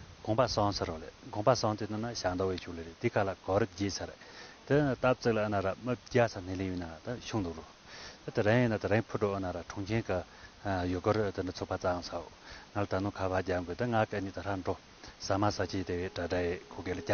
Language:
Tibetan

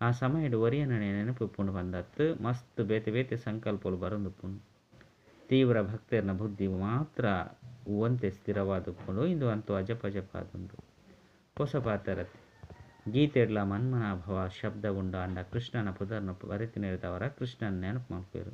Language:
Tulu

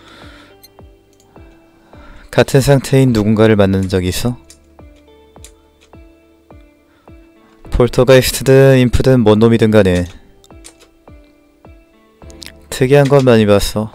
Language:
Korean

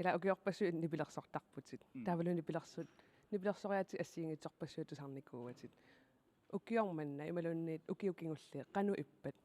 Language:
Kalaallisut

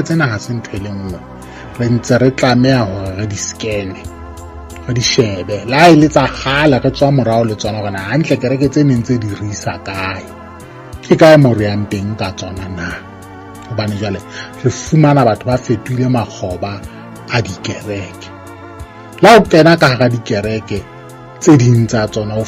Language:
Southern Sotho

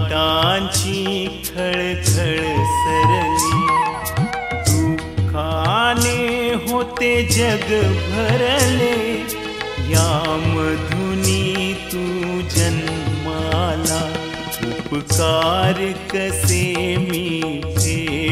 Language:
Marathi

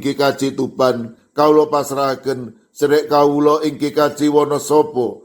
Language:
Javanese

